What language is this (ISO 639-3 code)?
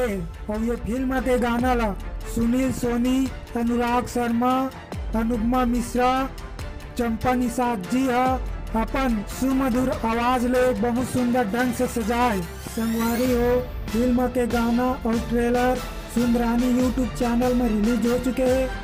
hne